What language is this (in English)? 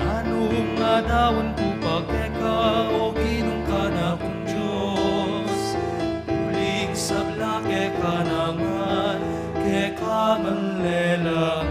Pampanga